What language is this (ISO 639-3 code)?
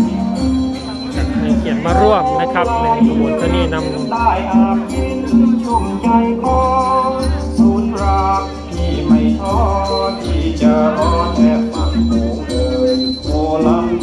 tha